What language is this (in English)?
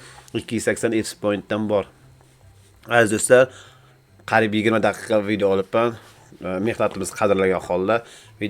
Uzbek